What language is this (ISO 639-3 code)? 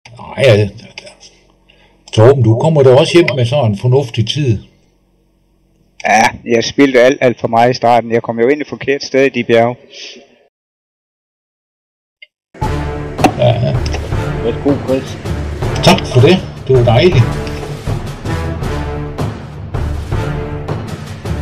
dan